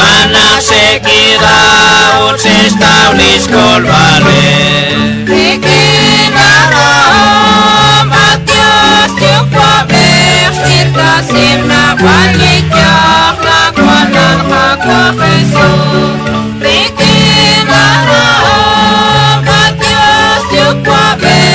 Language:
Kekchí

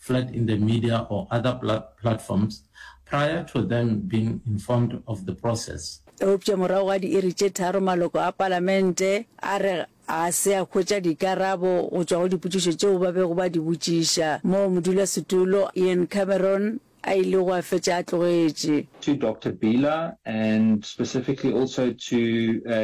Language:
Northern Sotho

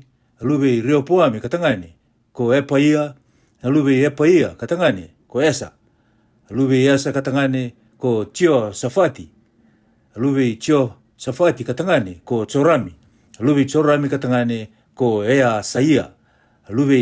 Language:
Fijian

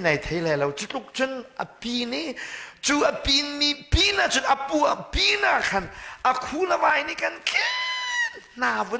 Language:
Hakha Chin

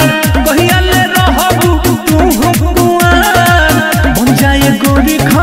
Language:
Bhojpuri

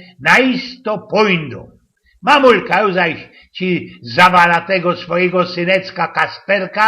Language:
Silesian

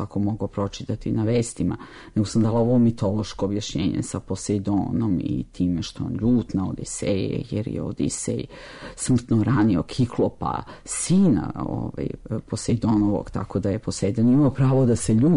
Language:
Serbian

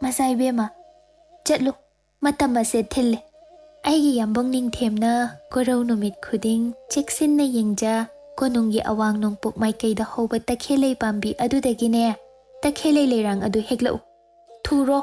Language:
Manipuri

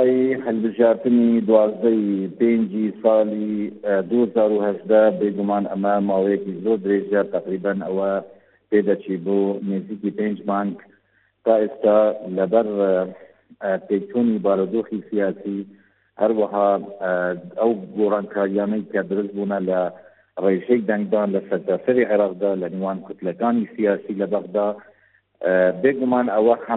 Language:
Central Kurdish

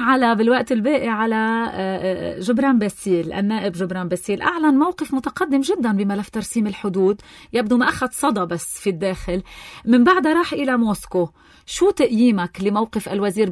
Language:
North Levantine Arabic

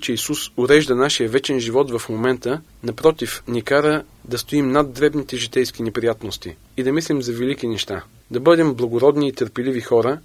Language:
Bulgarian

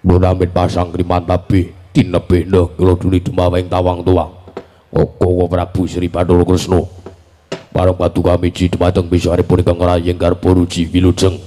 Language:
Javanese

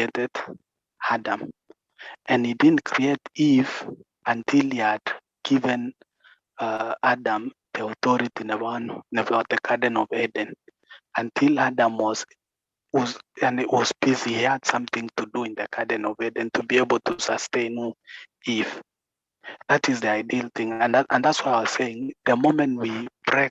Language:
Kalenjin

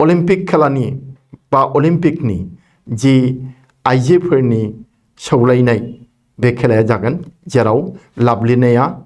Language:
Bodo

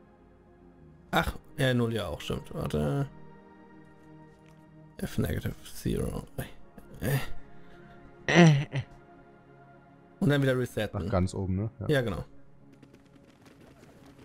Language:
German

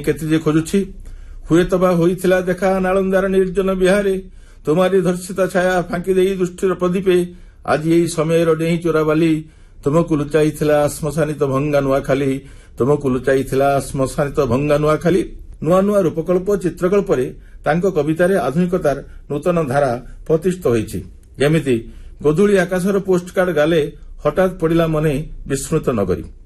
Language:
Odia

